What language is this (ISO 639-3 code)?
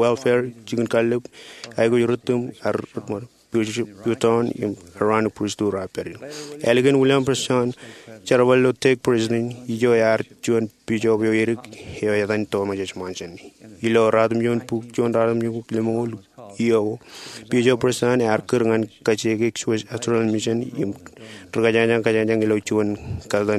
mah